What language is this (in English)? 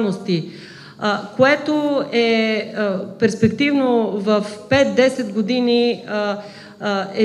Bulgarian